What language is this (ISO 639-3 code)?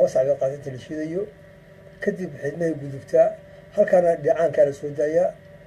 som